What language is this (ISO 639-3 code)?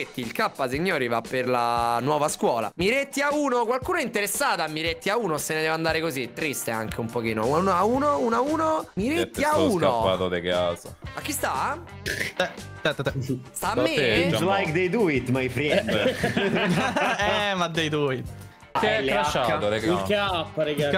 ita